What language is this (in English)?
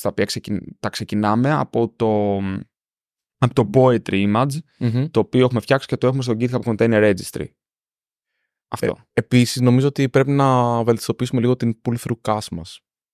Greek